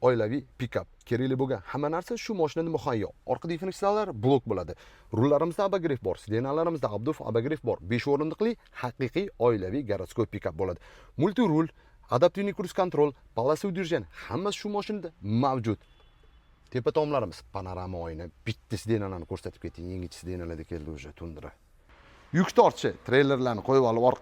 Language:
Uzbek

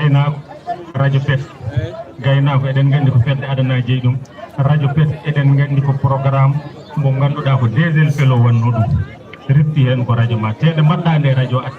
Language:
Fula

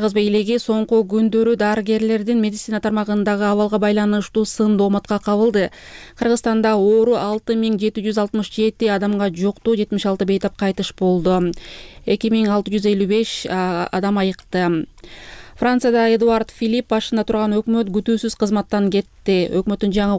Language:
Kyrgyz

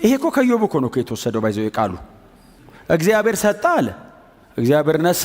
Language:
Amharic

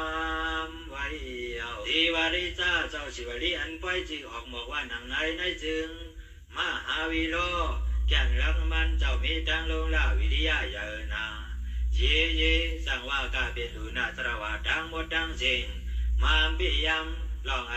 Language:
Shan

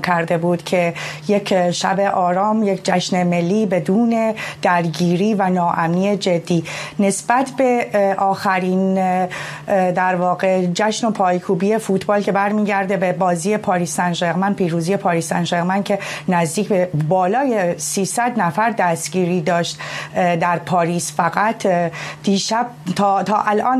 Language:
Persian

